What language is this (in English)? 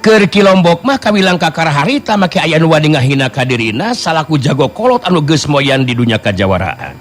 Sundanese